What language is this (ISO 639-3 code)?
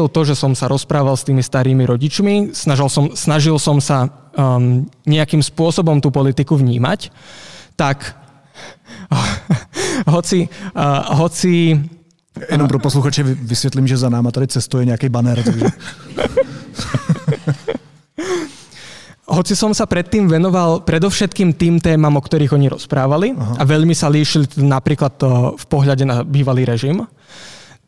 slk